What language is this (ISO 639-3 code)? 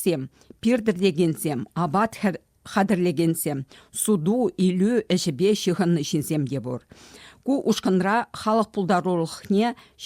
chv